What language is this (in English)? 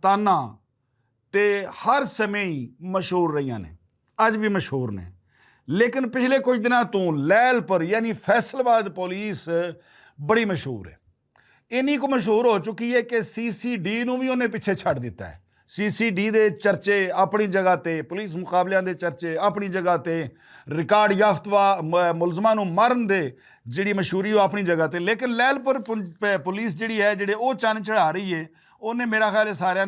Western Panjabi